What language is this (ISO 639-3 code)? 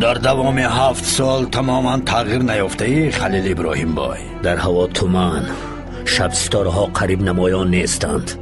fas